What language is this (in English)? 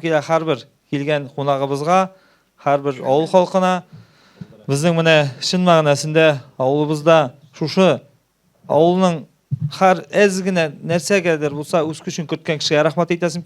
Tatar